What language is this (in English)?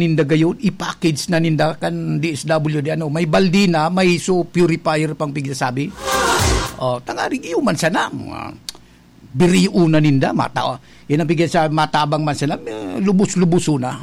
Bikol